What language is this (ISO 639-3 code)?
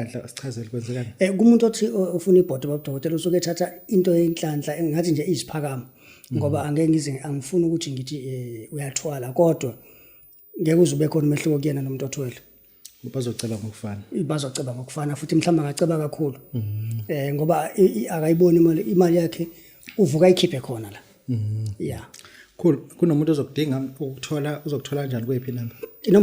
zul